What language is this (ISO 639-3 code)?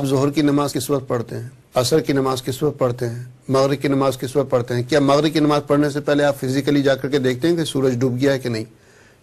urd